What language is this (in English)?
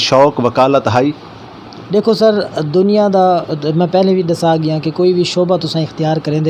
Saraiki